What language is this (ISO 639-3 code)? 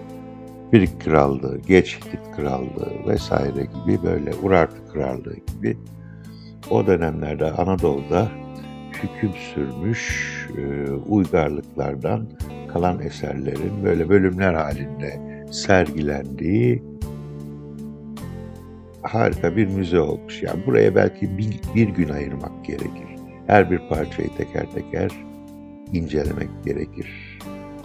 tur